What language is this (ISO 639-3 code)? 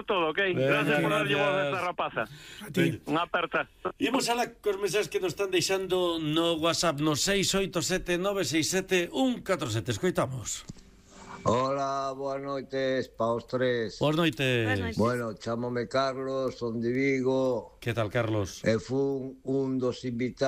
glg